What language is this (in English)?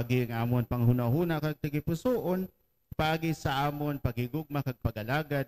Hiligaynon